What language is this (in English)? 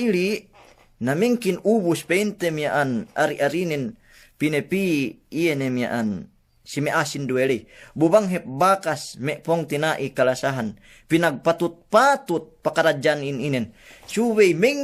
Yakan